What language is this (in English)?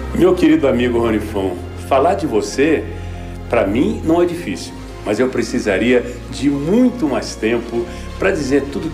Portuguese